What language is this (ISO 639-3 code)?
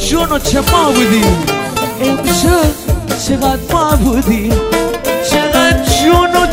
fas